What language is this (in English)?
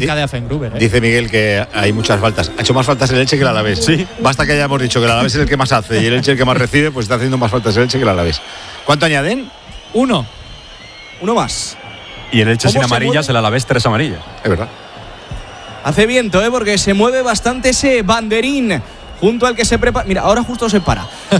Spanish